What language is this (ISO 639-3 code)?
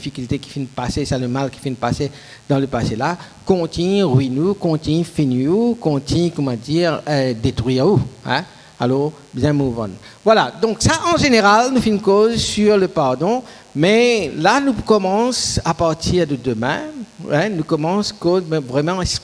mfe